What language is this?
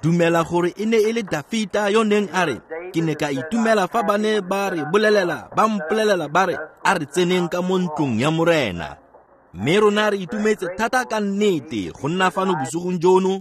Tswana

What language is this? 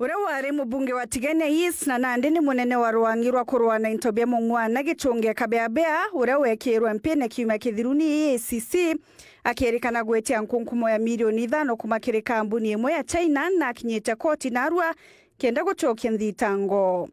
Meru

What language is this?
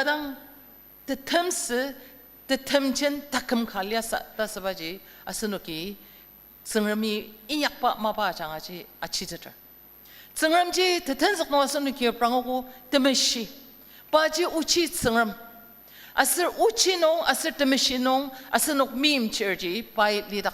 Ao Naga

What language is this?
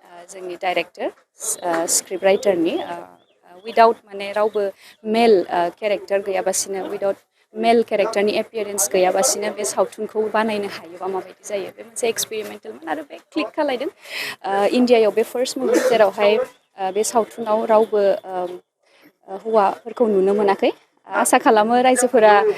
Bodo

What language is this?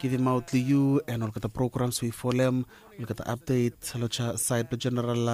Bislama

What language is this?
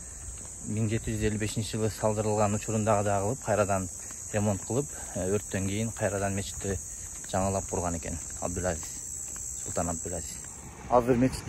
Kyrgyz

